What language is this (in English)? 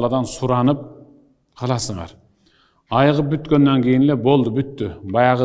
Kyrgyz